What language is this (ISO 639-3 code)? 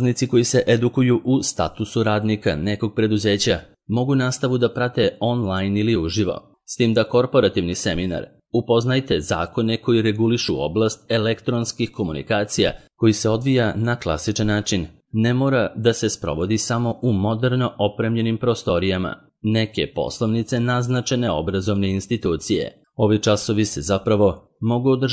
srp